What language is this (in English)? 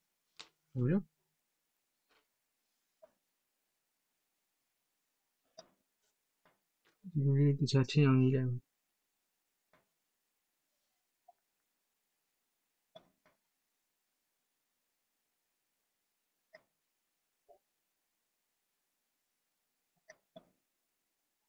Burmese